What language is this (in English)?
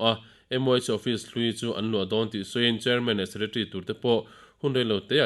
Mizo